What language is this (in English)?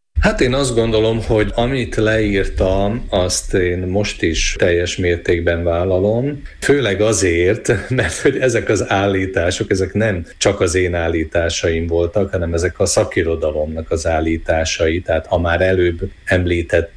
Hungarian